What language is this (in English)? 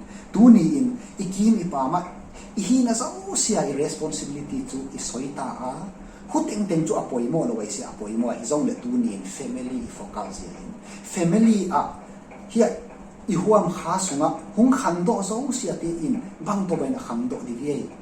Tedim Chin